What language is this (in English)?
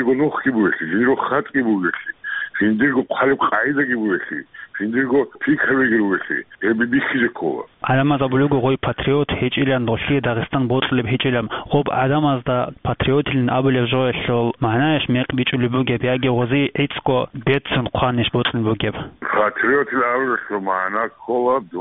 Avaric